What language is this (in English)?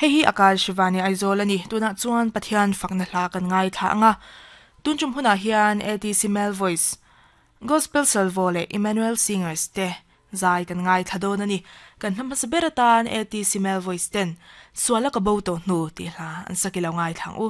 Mizo